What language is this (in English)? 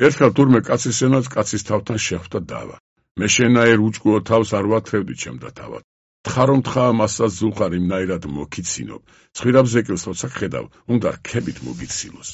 Georgian